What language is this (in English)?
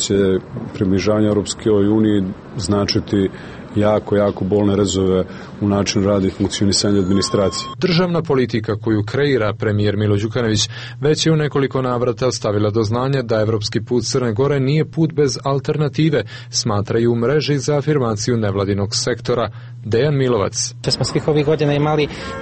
Serbian